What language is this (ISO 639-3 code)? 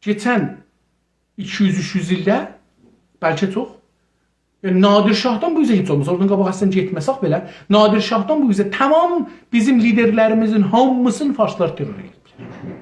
azb